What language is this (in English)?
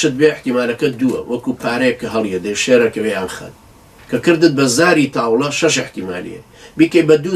Central Kurdish